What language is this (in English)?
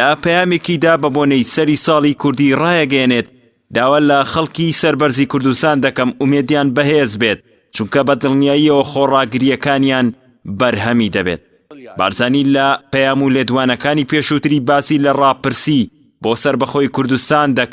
Central Kurdish